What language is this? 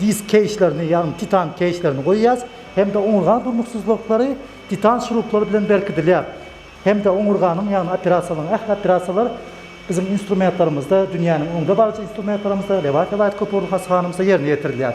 Turkmen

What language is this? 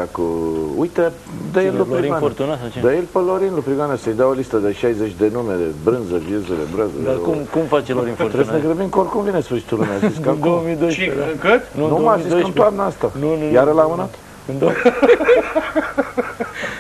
Romanian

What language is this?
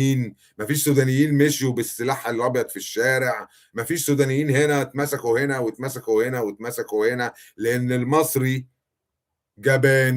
Egyptian Arabic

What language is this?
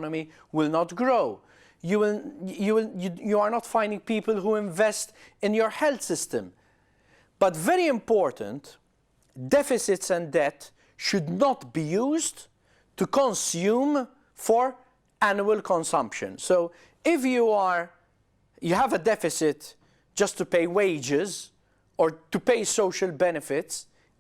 English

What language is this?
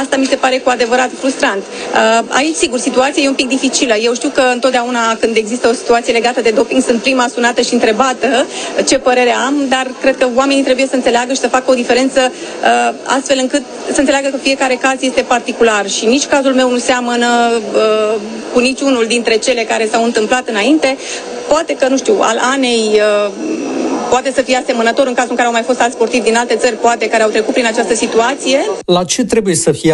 Romanian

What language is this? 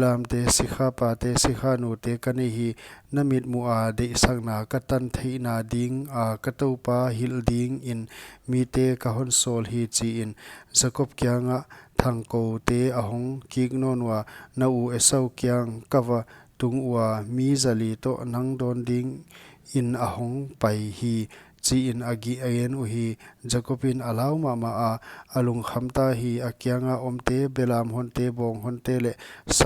Paite Chin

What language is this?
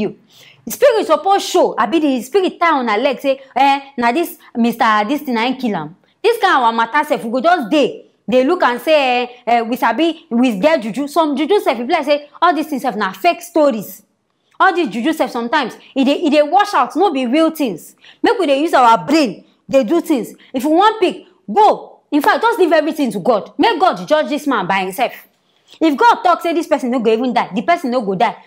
Nigerian Pidgin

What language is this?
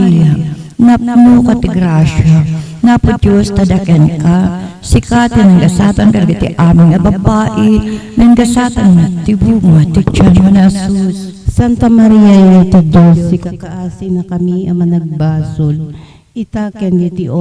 Iloko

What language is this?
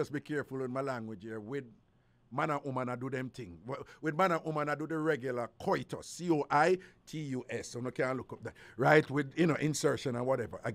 Jamaican Creole English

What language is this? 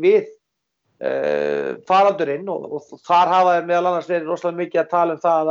Icelandic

